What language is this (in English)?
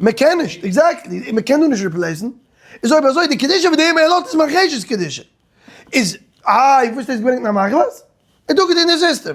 Yiddish